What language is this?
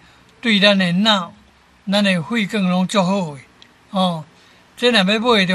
Min Nan Chinese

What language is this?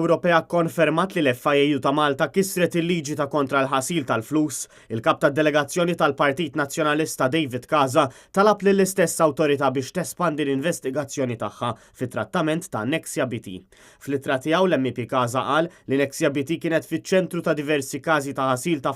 Maltese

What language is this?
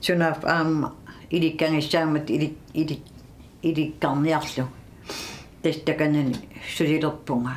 Kalaallisut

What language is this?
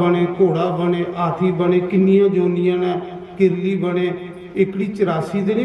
Dogri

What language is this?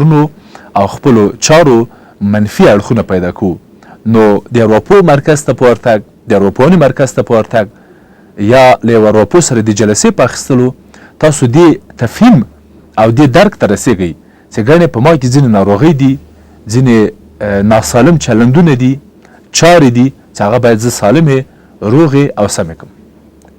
Pashto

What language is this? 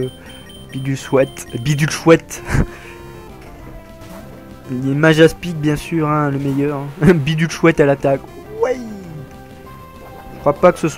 French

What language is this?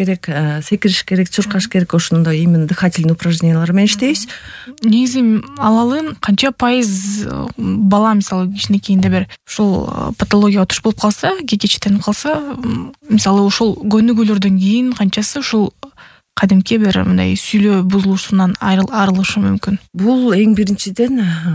Kyrgyz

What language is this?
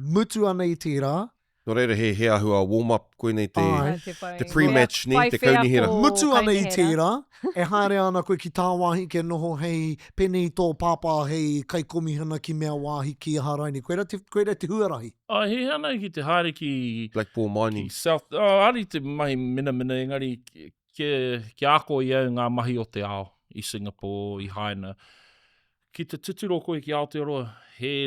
Māori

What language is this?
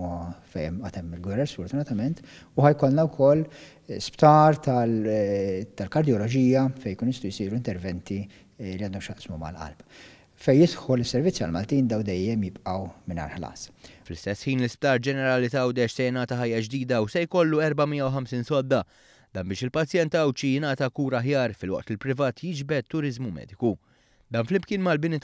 Maltese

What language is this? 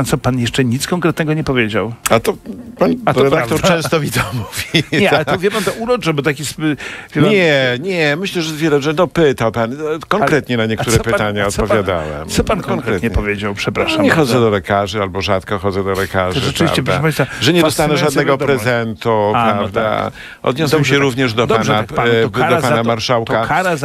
Polish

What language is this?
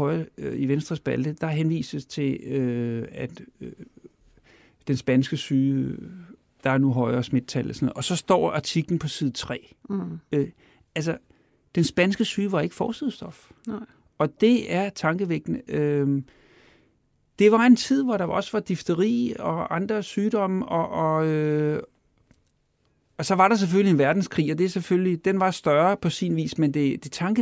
Danish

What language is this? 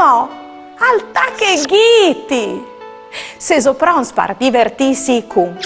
Friulian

